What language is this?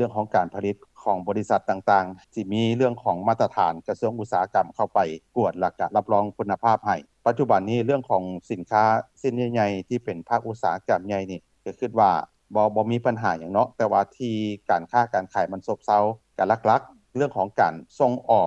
Lao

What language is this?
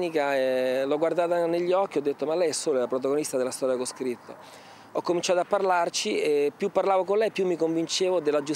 Italian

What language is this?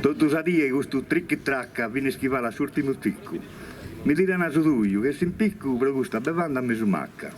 Sardinian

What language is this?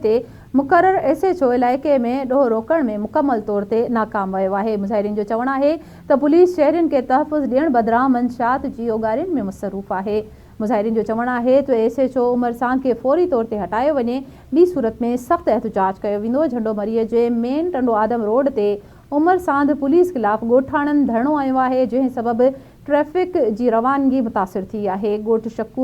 Sindhi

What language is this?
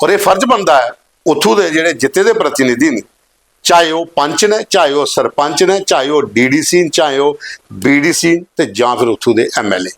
Dogri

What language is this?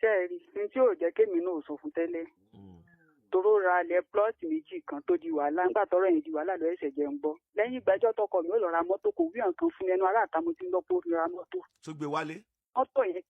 Yoruba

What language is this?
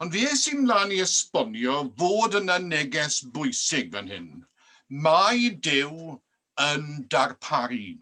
Welsh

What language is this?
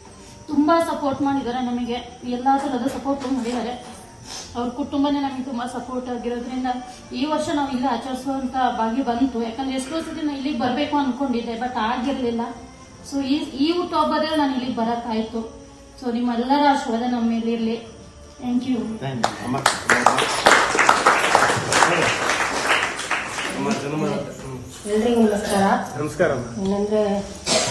Kannada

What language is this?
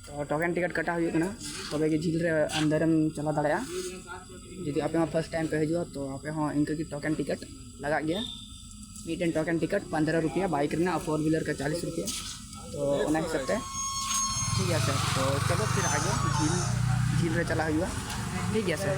Santali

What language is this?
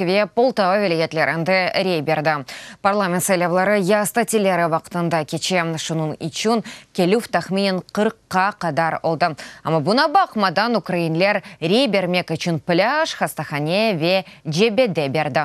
Crimean Tatar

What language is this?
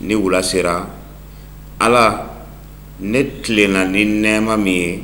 Bambara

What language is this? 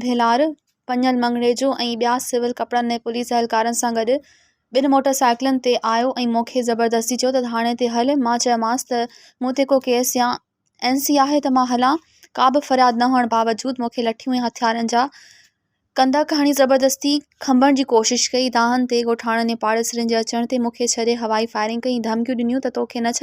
Sindhi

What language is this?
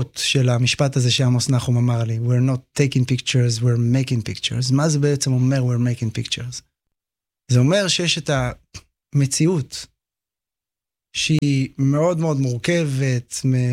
Hebrew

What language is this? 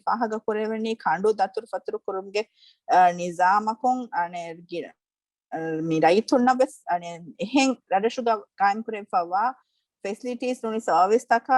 Divehi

